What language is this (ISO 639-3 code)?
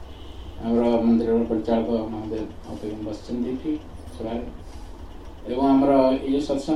ori